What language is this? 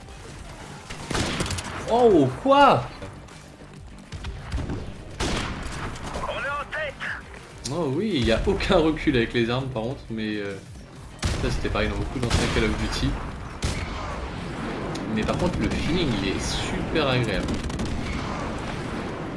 French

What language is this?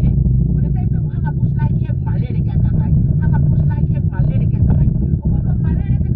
Tongan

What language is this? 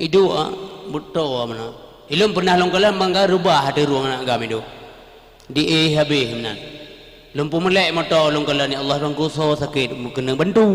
Achinese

